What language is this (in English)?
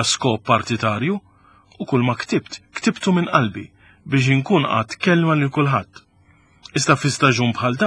Maltese